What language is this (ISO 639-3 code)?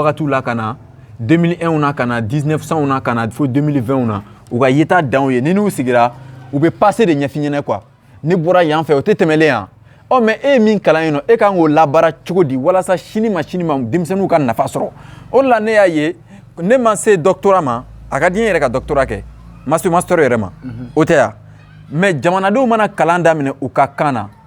bam